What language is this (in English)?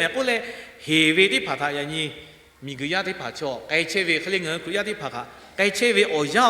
Lahu